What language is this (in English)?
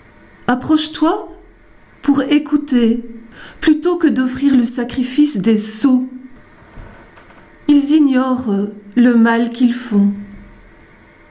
French